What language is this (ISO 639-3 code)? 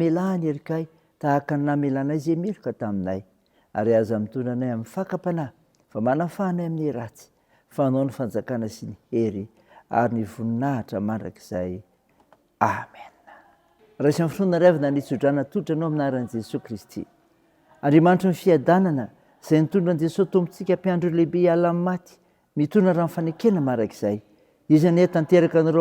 mlg